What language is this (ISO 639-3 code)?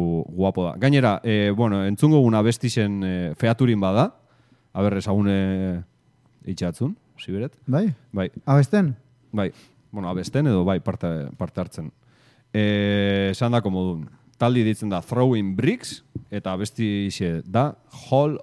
eus